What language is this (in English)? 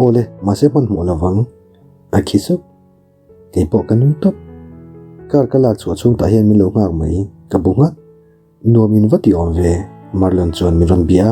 Mizo